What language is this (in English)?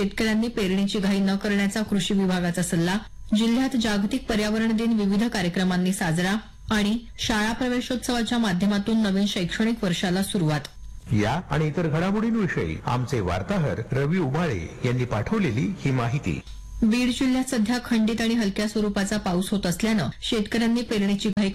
Marathi